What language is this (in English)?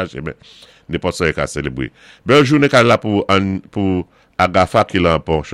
Saint Lucian Creole French